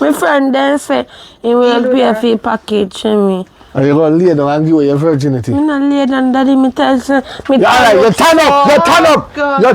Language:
Jamaican Creole English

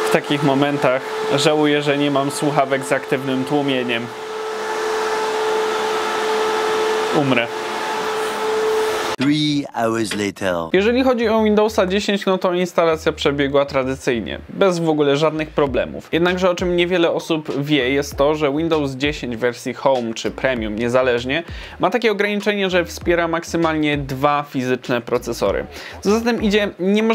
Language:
Polish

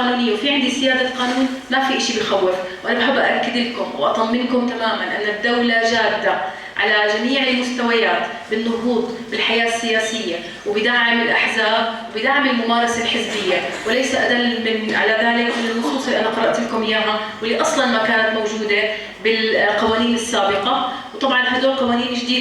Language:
North Levantine Arabic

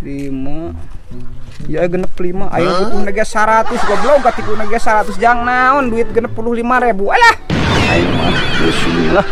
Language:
Sundanese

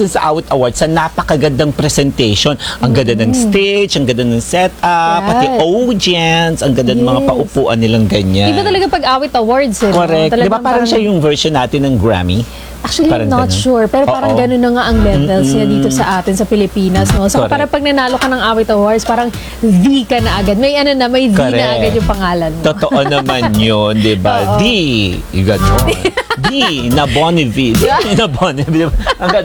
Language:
Filipino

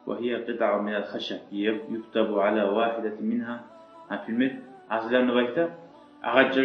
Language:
Kumyk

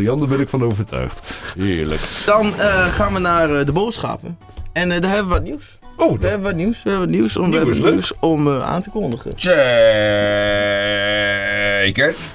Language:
Dutch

